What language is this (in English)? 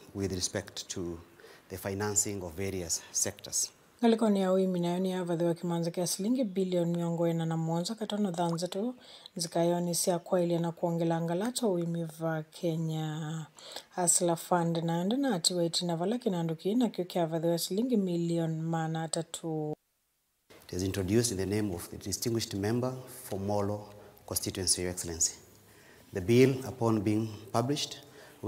Kamba